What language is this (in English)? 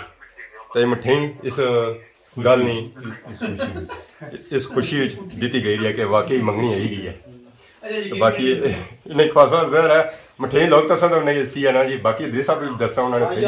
Pahari-Potwari